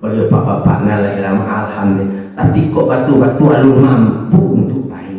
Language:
Minangkabau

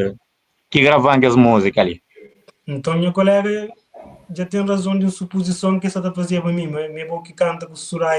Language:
Kabuverdianu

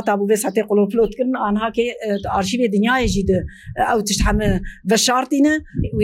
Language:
Kurdish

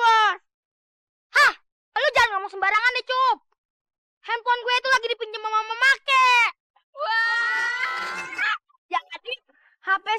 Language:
Betawi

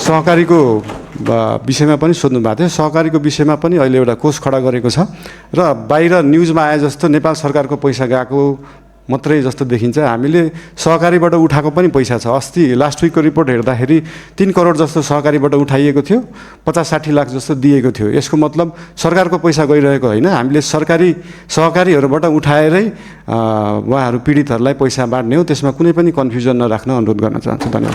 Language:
Nepali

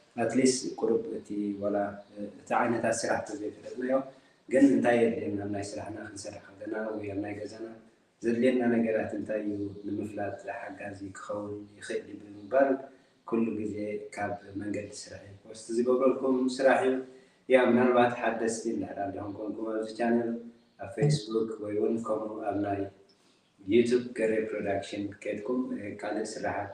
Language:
Tigrinya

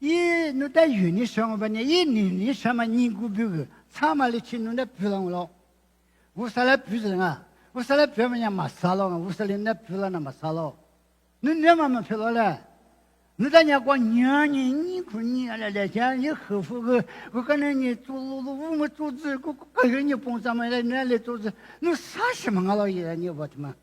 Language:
Lisu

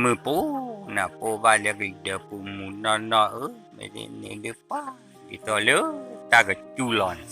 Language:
S'gaw Karen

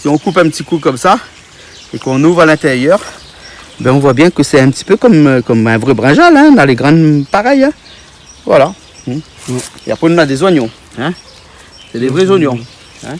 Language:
Réunion Creole French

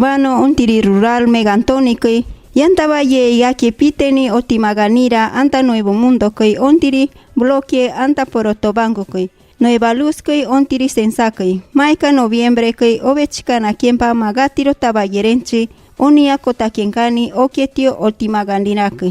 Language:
Machiguenga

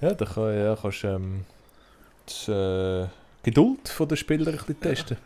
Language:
Swiss German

